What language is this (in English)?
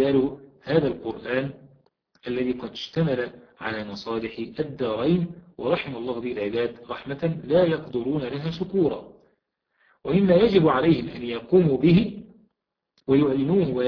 Arabic